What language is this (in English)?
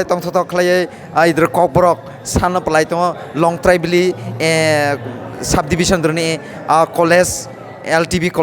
Kok Borok